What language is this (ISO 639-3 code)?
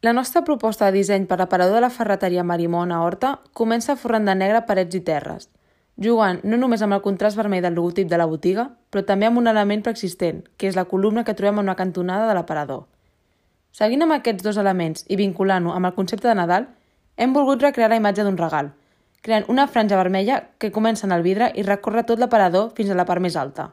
cat